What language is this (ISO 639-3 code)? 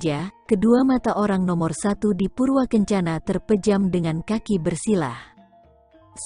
ind